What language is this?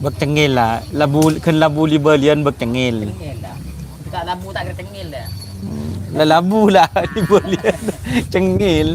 Madurese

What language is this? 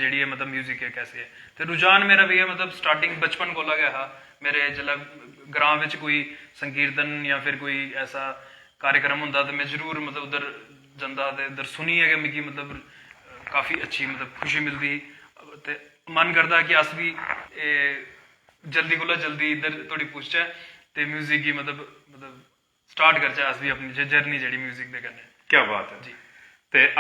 Dogri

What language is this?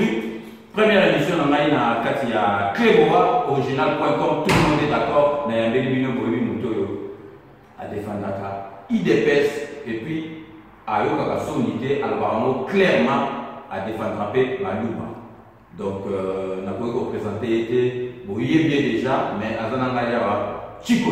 Lingala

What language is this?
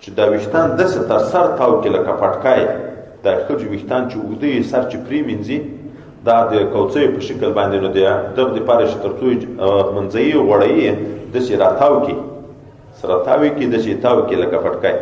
Pashto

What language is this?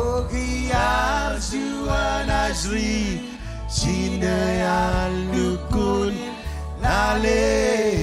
Marshallese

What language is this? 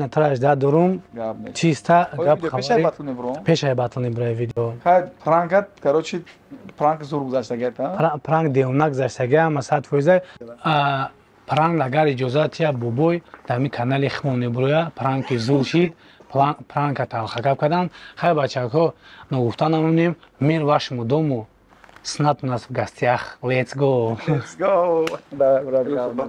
Tajik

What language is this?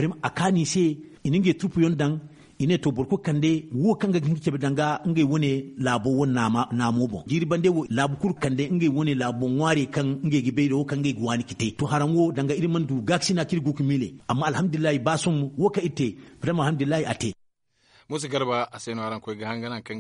Zarma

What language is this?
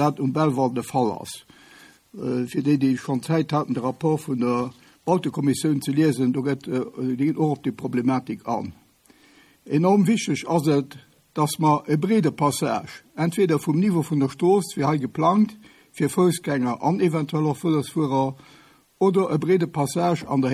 Luxembourgish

